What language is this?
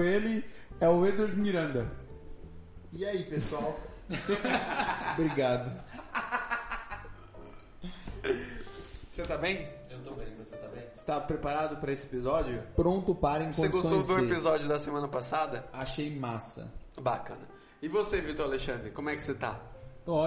Portuguese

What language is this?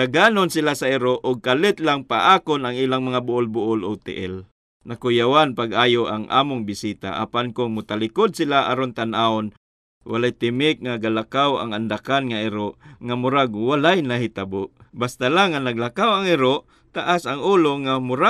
Cebuano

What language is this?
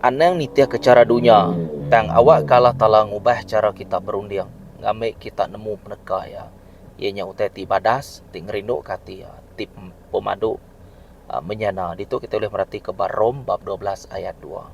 Iban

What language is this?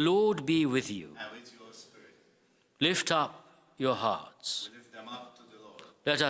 English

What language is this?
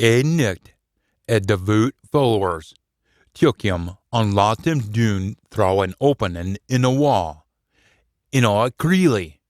Scots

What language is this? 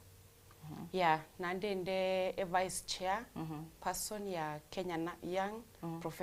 Gusii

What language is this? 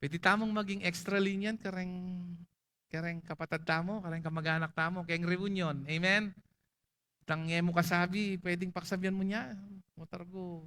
Pampanga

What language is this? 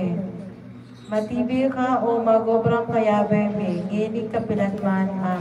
Pampanga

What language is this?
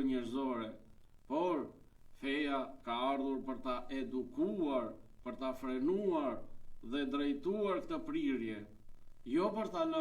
Albanian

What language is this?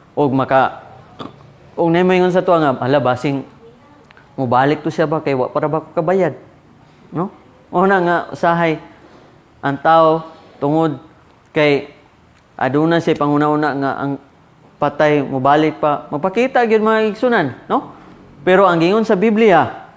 Cebuano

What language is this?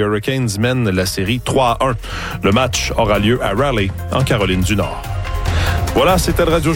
French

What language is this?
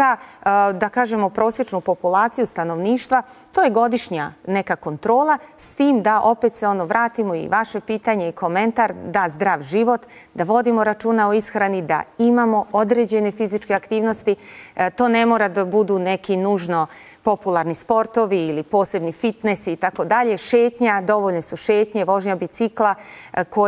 Bosnian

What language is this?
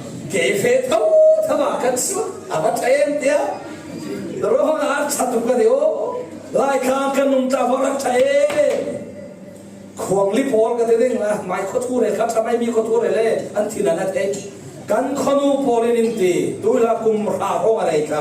Falam Chin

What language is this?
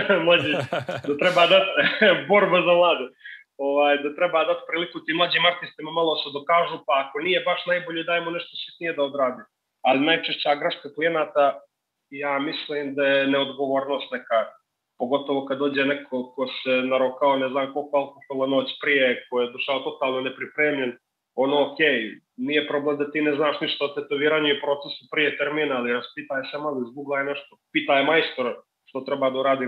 Serbian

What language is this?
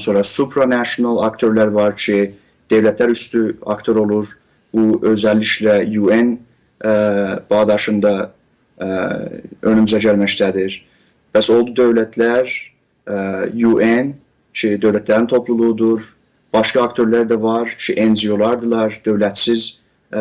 South Azerbaijani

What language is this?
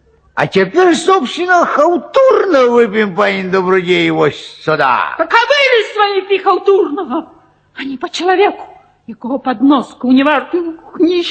Belarusian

